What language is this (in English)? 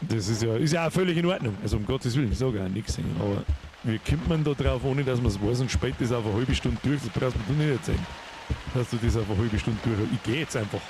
Bavarian